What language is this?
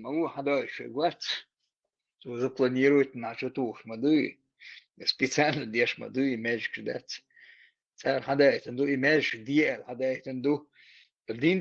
Chechen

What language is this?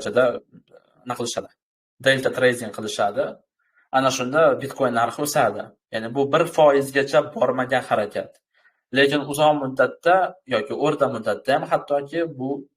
Uzbek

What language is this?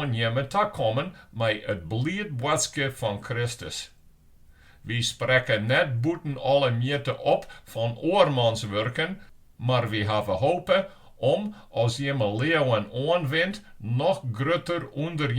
Western Frisian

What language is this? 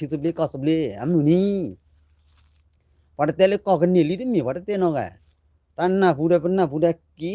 S'gaw Karen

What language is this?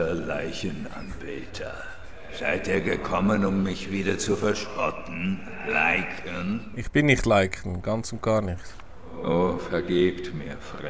Swiss German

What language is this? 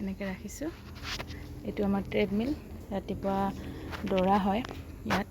Assamese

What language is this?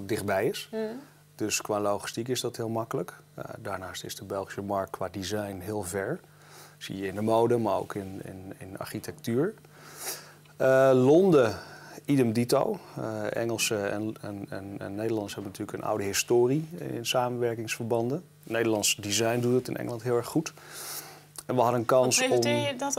Dutch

